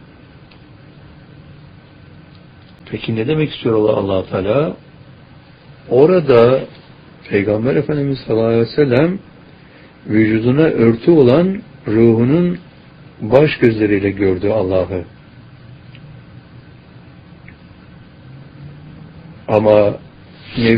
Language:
Turkish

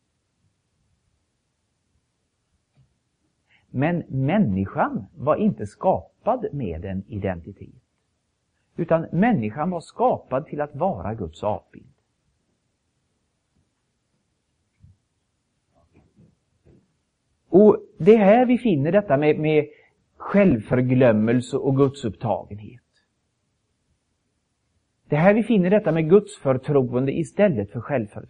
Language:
Swedish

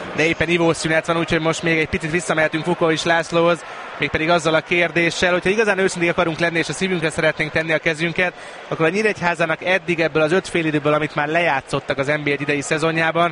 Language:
Hungarian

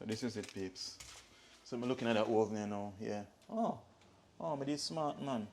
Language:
Jamaican Creole English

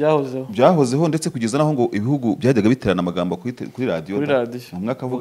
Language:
Kinyarwanda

